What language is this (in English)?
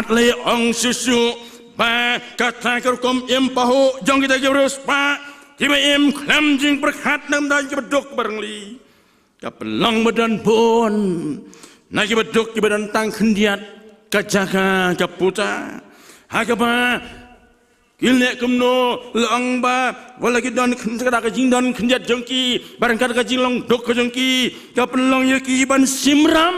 Khasi